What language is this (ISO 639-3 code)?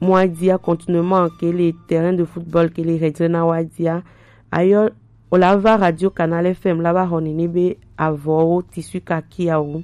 gej